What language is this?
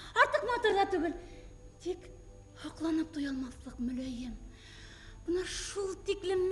Bashkir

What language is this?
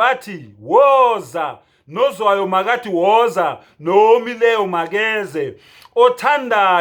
Zulu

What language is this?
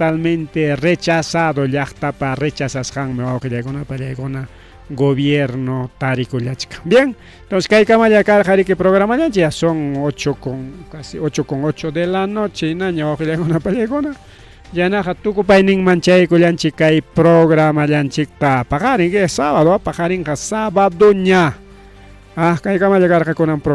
Ayacucho Quechua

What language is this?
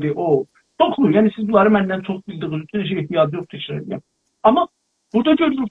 South Azerbaijani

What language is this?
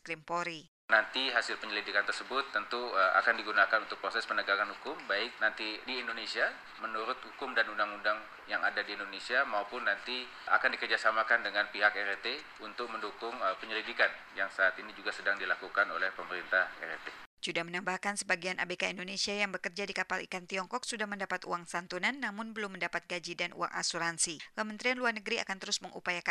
Indonesian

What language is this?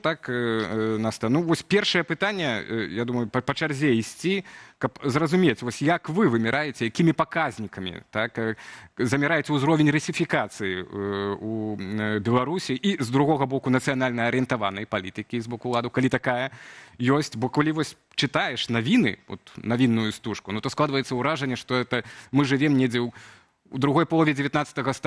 Belarusian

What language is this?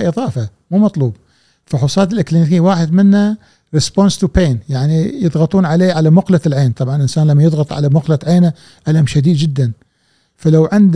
Gulf Arabic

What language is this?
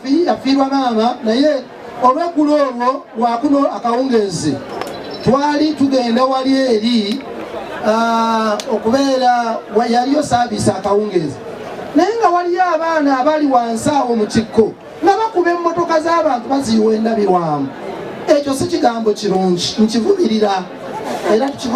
Ganda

